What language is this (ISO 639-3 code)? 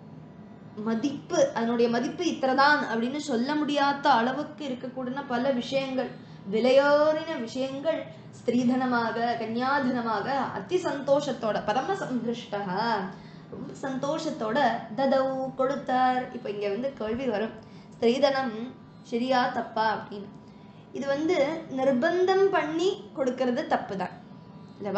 tam